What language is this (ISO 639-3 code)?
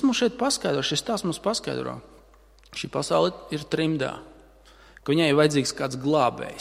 lav